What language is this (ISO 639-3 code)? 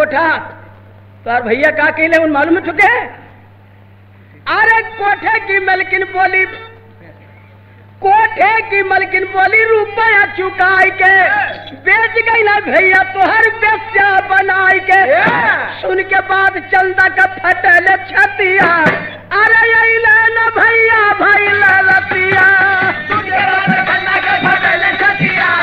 bho